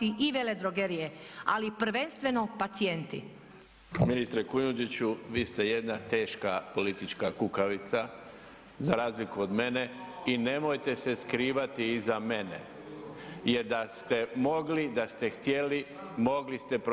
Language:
Croatian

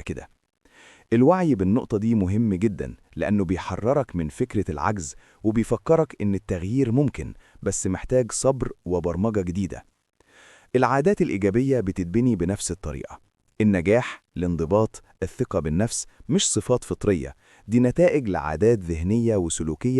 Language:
Egyptian Arabic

